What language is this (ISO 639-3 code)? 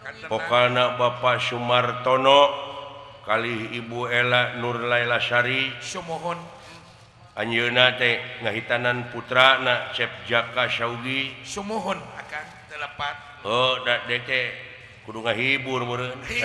sun